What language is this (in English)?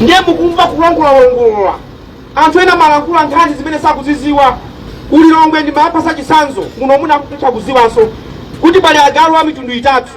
Nyanja